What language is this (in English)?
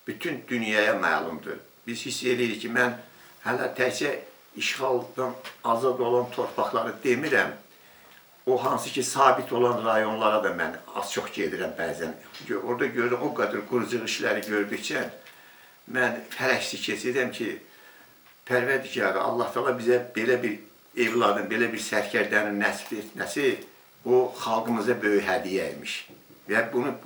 Azerbaijani